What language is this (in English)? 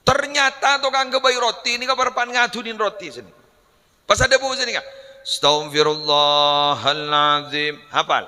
Madurese